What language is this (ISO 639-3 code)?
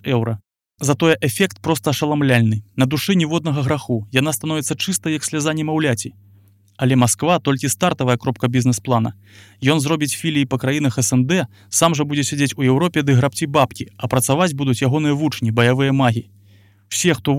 bel